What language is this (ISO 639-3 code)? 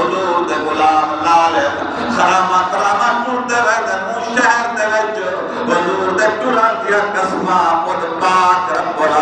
skr